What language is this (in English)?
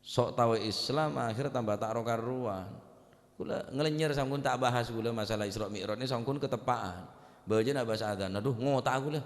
Madurese